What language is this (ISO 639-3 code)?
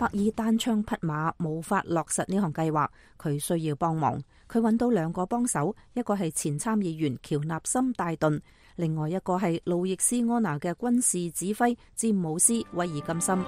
yue